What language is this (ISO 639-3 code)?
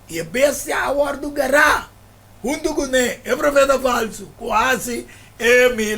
pap